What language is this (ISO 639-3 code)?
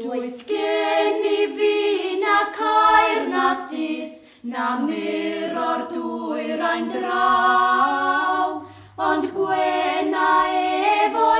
cym